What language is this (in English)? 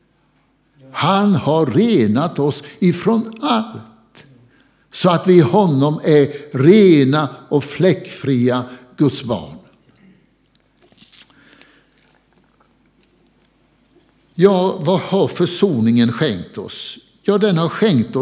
Swedish